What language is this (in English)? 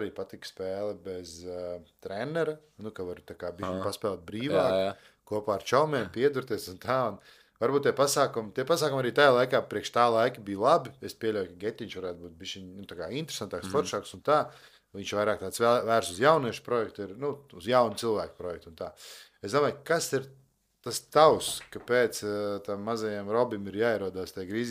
Latvian